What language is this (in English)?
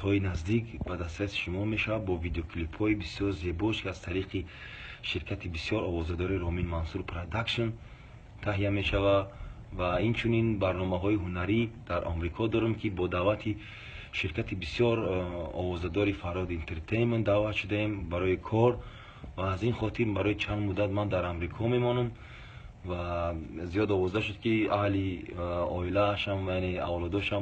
Tajik